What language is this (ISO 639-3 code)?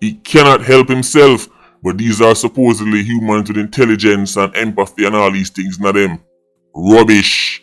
jam